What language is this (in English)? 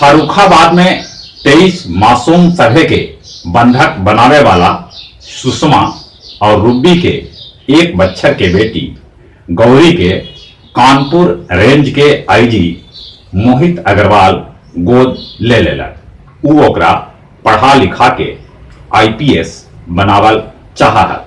Magahi